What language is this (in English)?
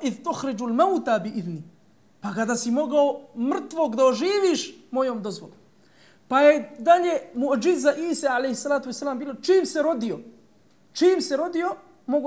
Bosnian